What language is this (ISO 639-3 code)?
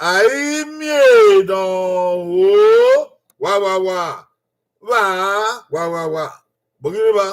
bin